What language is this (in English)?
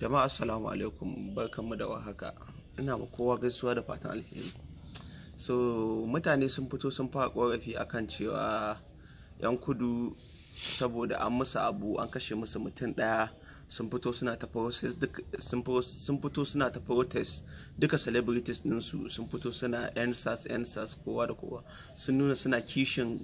Hausa